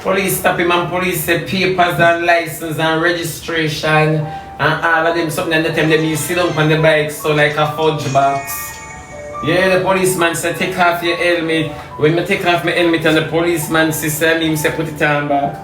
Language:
Jamaican Creole English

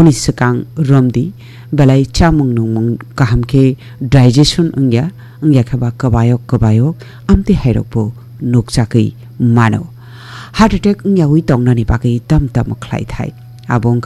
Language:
Kok Borok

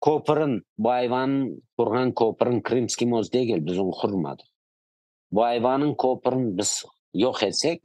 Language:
Crimean Tatar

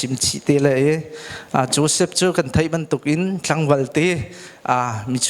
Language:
Hakha Chin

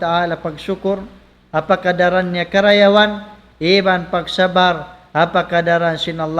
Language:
Tausug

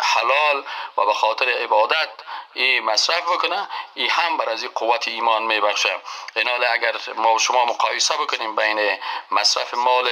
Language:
Persian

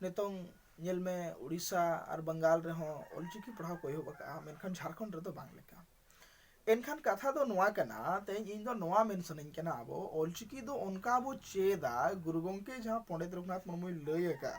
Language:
Santali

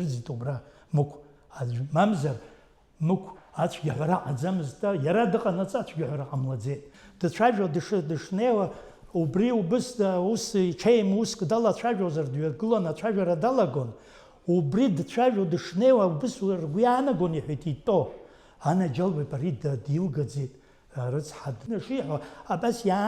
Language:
Abkhazian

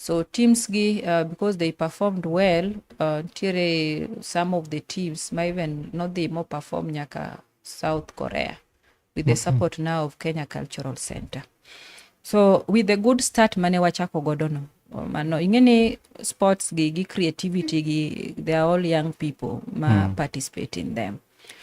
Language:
Luo (Kenya and Tanzania)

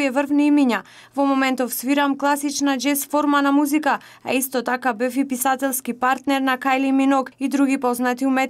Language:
Macedonian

